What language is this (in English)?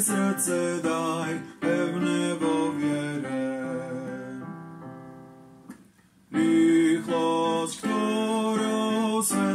Slovak